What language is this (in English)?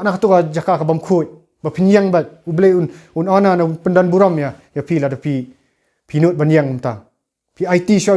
Khasi